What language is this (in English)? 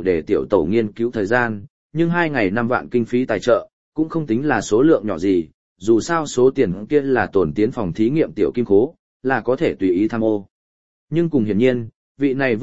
Vietnamese